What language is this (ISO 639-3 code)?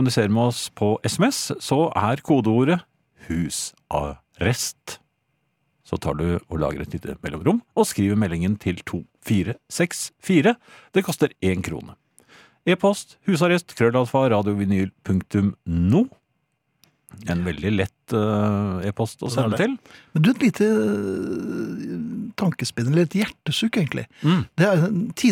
nor